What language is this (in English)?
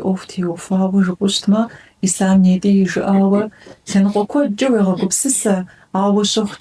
Kabardian